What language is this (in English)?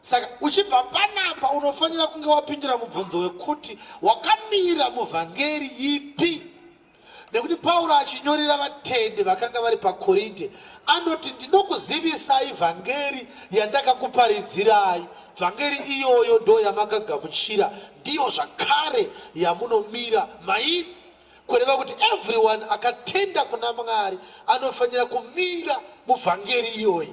Shona